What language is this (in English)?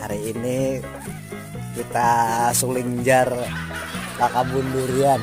Banjar